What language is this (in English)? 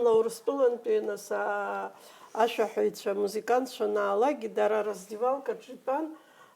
Abkhazian